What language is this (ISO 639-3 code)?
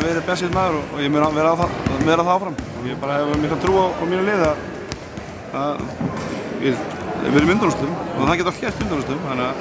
isl